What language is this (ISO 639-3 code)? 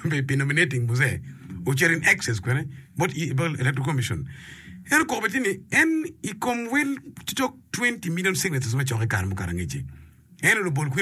ach